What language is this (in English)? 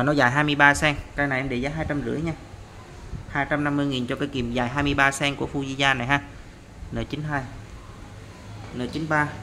Vietnamese